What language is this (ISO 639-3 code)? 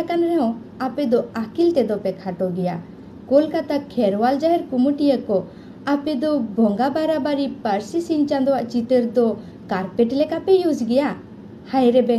sat